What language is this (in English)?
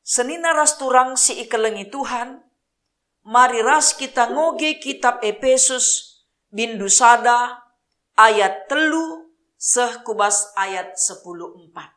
Batak Karo